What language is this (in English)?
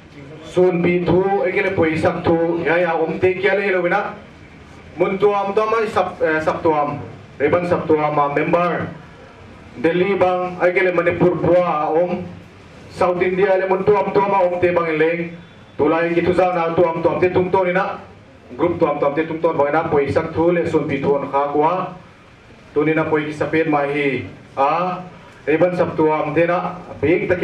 Paite Chin